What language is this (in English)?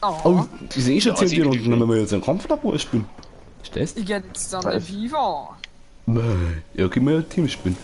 Bavarian